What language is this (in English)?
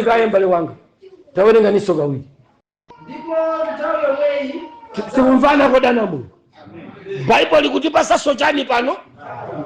Nyanja